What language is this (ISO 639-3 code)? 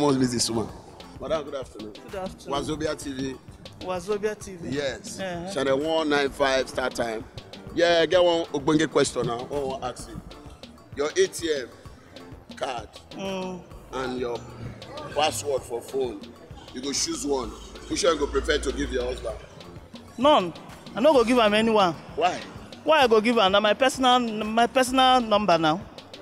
pcm